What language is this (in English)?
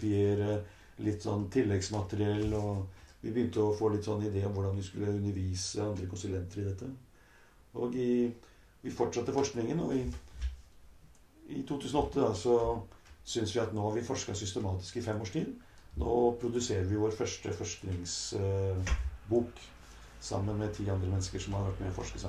Norwegian